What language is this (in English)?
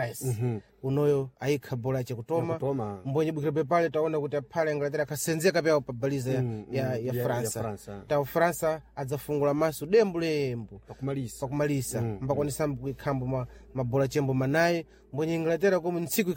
Sena